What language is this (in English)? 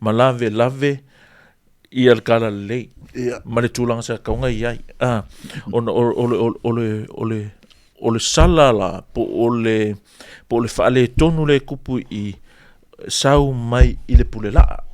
Samoan